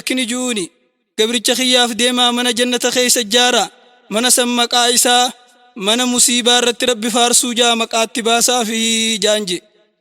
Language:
Oromo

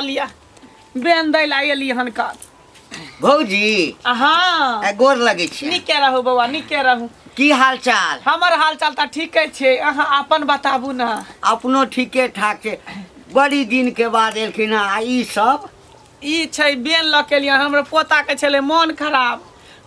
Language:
Maithili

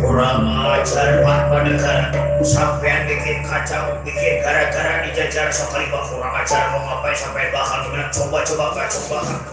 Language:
Betawi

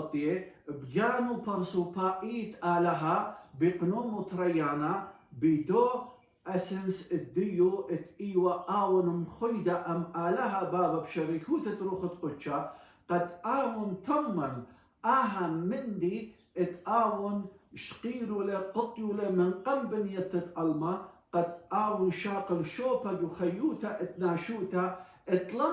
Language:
Assyrian Neo-Aramaic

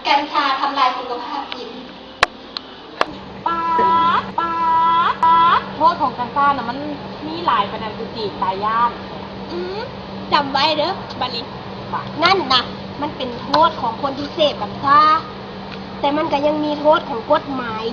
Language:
Lao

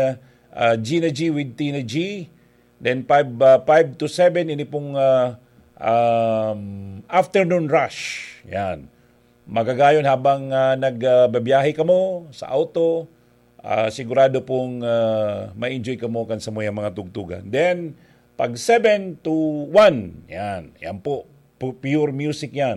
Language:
Bikol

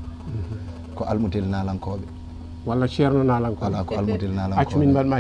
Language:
Fula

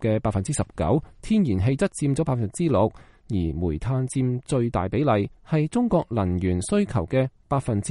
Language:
Cantonese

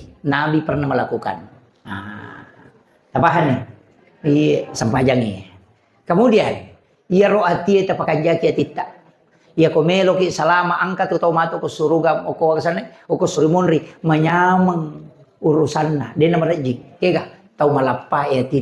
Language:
Buginese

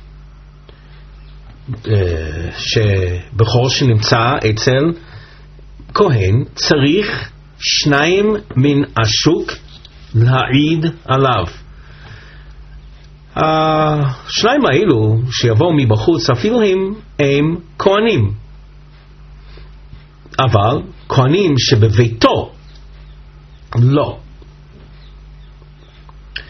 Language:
Hebrew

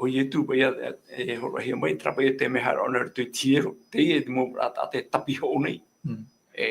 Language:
Tahitian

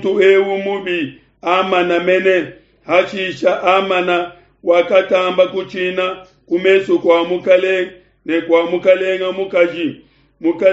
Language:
Luba-Lulua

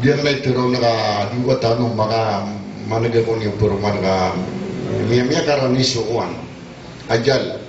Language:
Maranao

